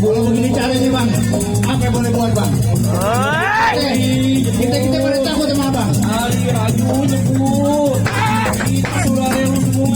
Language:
Betawi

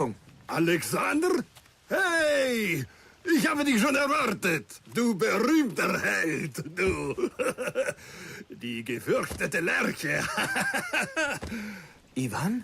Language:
Bavarian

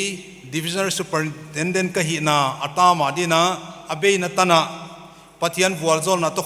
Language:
Paite Chin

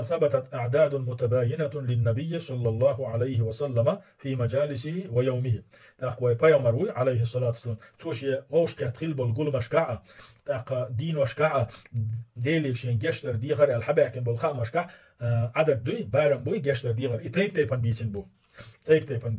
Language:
Chechen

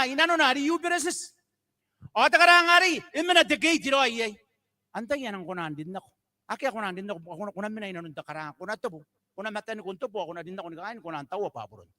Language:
Gilbertese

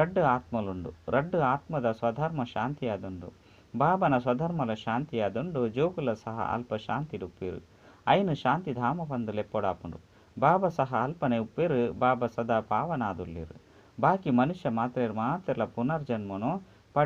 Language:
Tulu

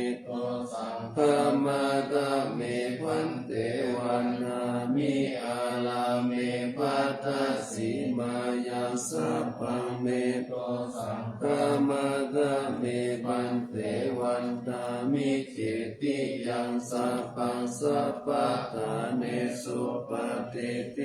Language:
Pali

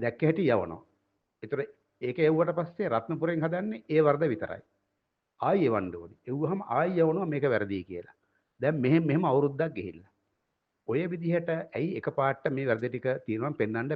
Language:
Sinhala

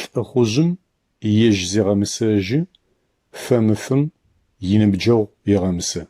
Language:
Adyghe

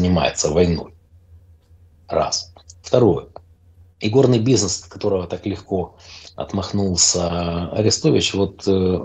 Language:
Russian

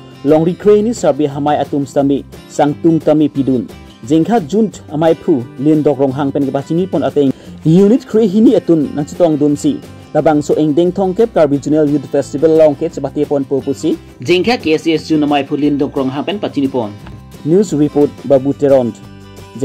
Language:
Karbi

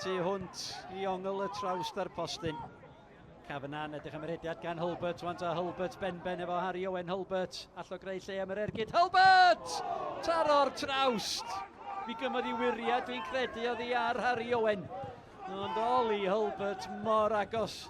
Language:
Welsh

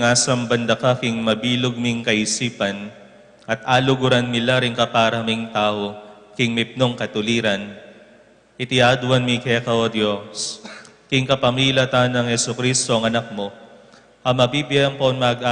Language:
Pampanga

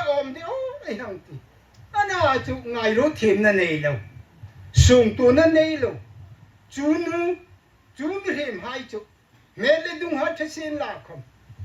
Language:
Hmar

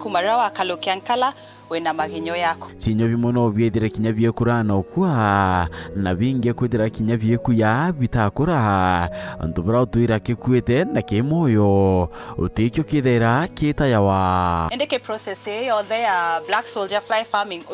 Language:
Meru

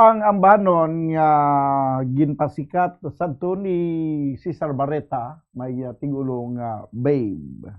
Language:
Hiligaynon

